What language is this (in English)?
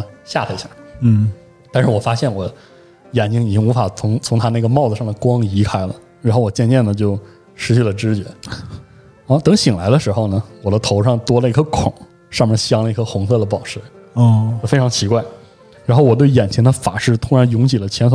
Chinese